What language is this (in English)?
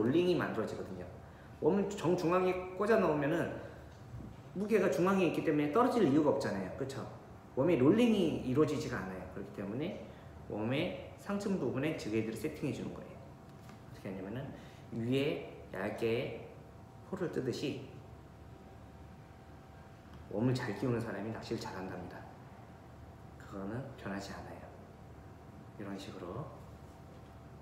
Korean